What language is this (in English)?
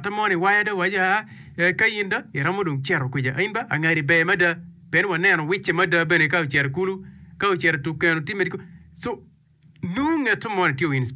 Acoli